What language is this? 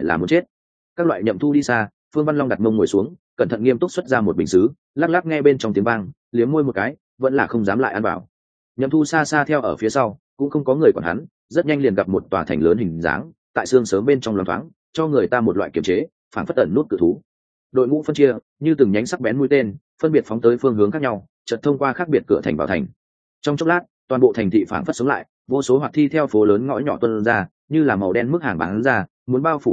Vietnamese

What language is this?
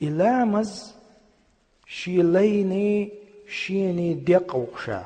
Chechen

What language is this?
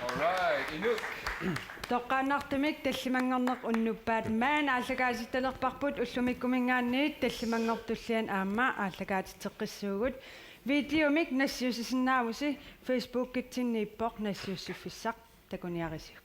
Kalaallisut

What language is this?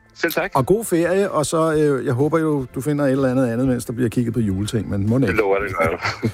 Danish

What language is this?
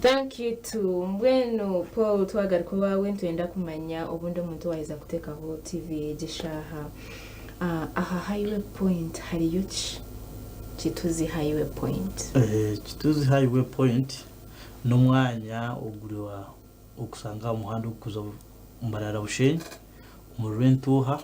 Nyankole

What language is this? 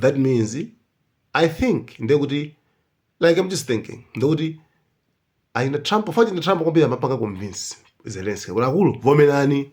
Nyanja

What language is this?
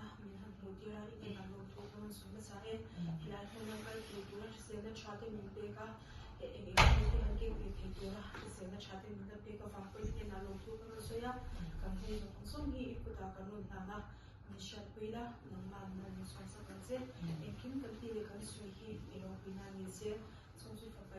Mizo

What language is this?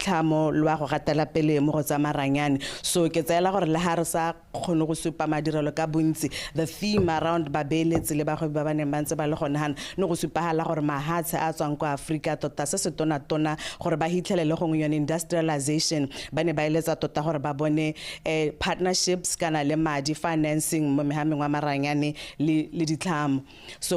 Tswana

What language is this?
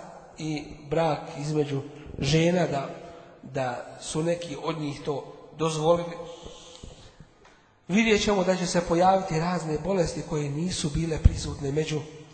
Bosnian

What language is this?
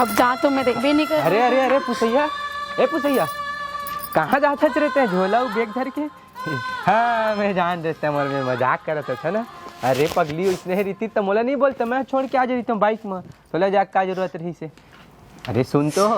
Chhattisgarhi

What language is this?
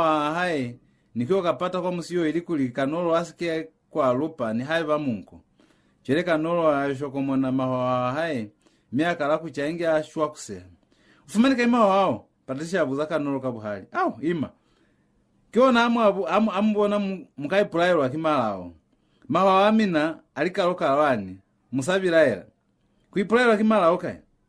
Lozi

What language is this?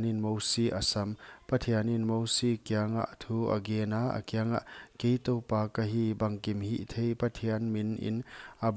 Paite Chin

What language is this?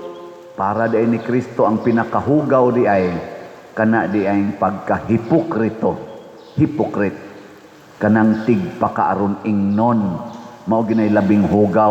Cebuano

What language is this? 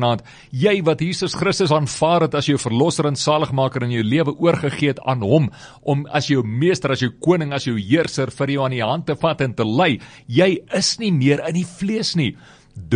Afrikaans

